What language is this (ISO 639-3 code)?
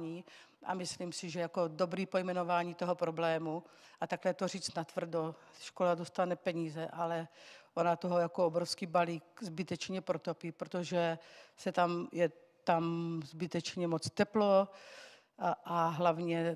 ces